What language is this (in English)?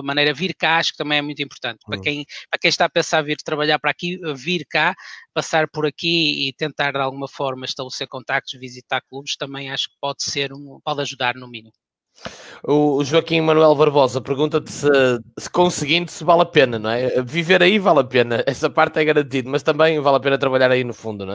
Portuguese